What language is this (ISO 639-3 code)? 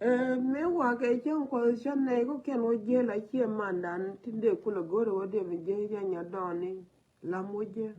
nus